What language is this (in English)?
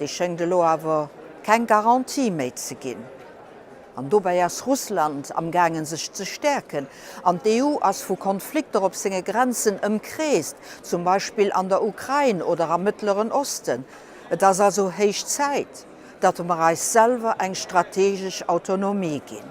Luxembourgish